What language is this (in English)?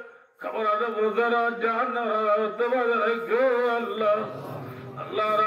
Rohingya